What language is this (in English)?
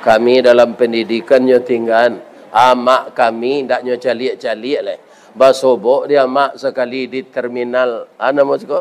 Minangkabau